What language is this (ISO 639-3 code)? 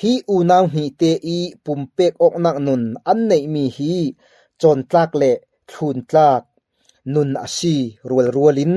cfm